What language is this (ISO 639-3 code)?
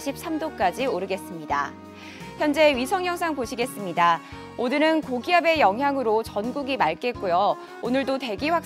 kor